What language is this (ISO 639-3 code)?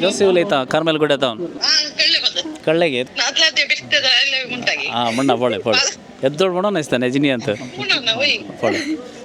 kok